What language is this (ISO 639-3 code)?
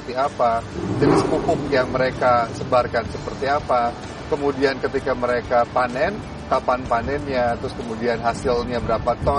ind